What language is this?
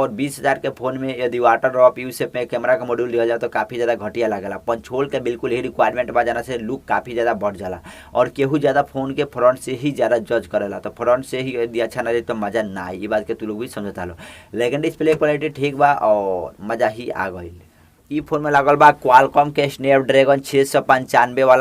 Bhojpuri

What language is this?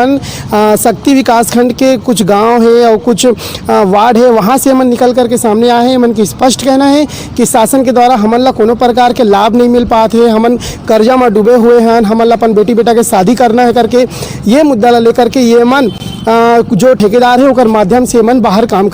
Chhattisgarhi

